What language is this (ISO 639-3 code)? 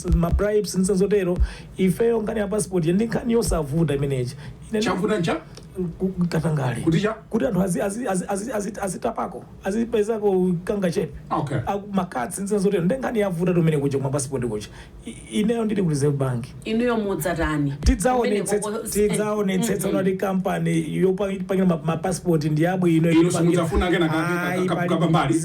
nya